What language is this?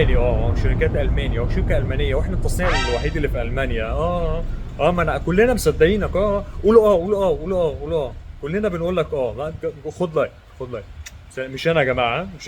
Egyptian Arabic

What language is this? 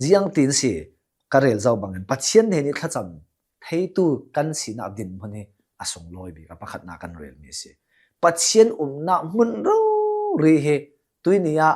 Hakha Chin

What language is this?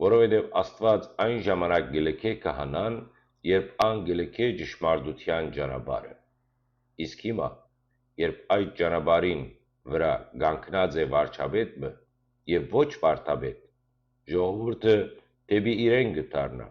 Western Armenian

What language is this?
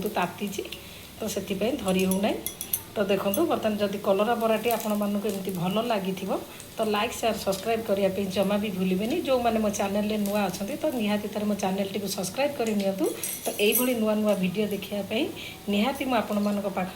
Odia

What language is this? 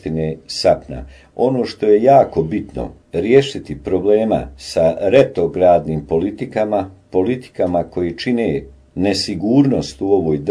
Bosnian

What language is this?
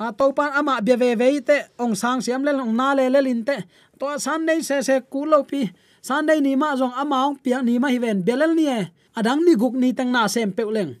Tedim Chin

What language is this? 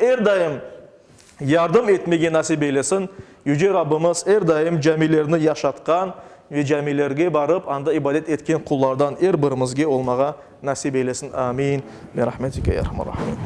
Crimean Tatar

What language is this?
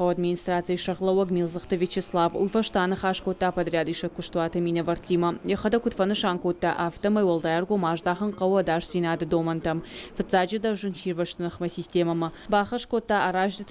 Ossetic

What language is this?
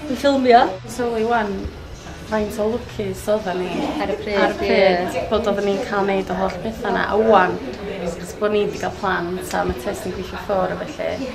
Welsh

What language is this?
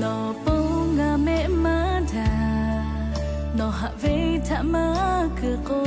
Lahu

